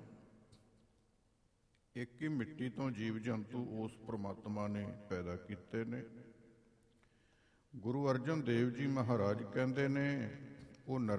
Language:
Punjabi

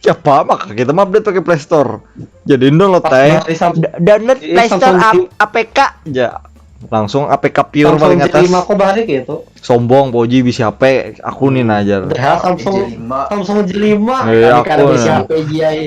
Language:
Banjar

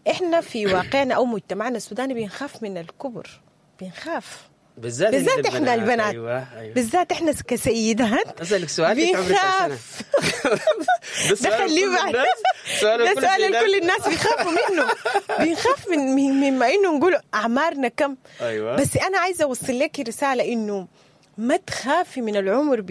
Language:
Sudanese Arabic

